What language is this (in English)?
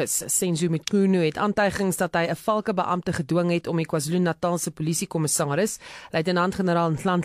Afrikaans